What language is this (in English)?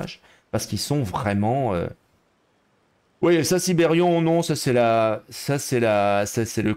French